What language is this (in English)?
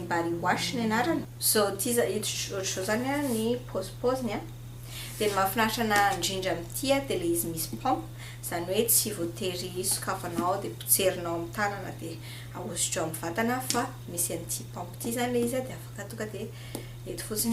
Malagasy